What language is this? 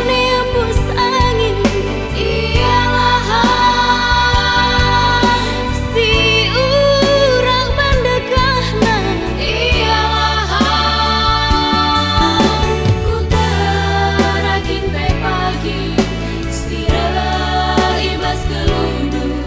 Batak Karo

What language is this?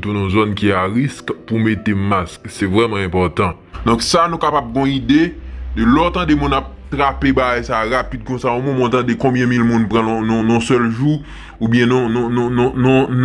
Haitian Creole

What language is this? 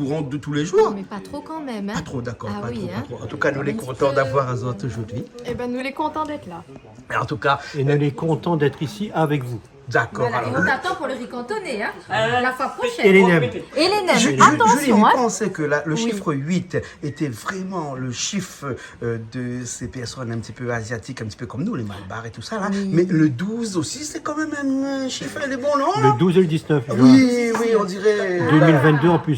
Réunion Creole French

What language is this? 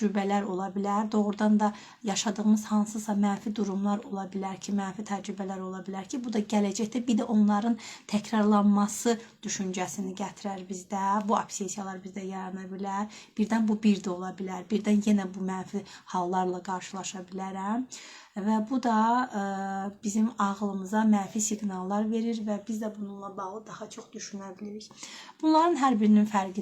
Azerbaijani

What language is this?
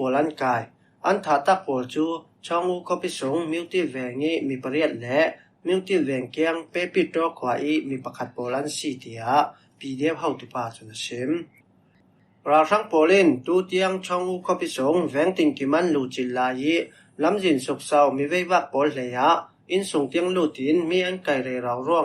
Falam Chin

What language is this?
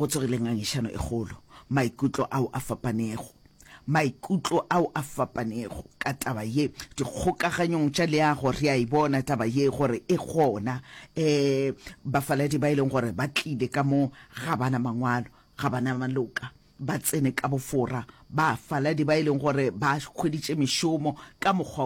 Northern Sotho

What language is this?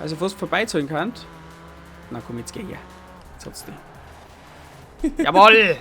Bavarian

